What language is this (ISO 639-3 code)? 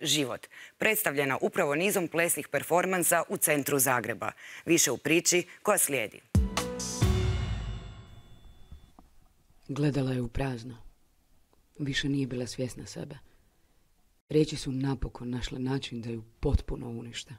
hrv